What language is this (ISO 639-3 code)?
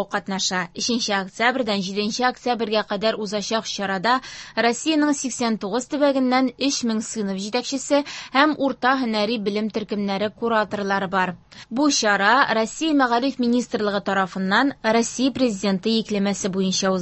tat